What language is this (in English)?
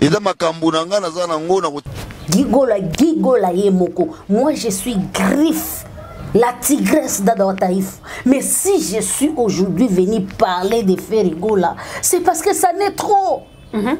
Lingala